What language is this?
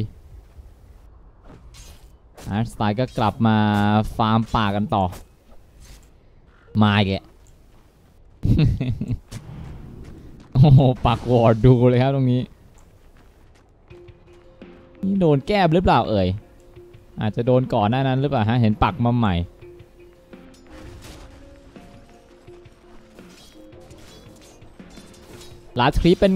Thai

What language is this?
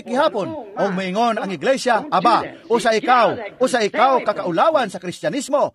Cebuano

